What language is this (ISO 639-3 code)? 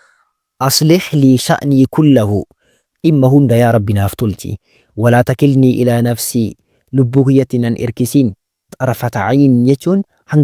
orm